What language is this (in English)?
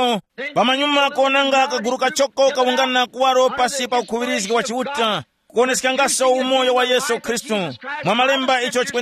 Tumbuka